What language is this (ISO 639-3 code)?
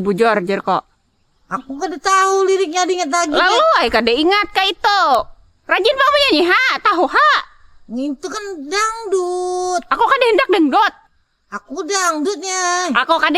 bjn